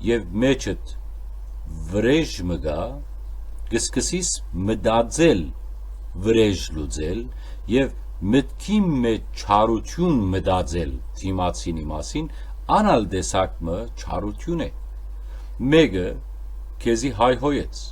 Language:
Western Armenian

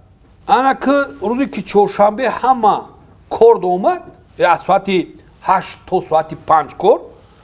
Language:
Tajik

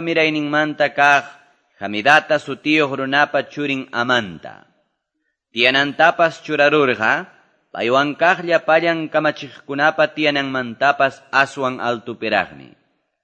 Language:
Quechua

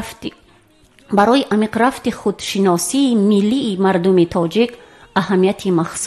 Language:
Tajik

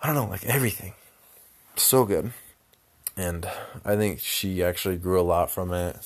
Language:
English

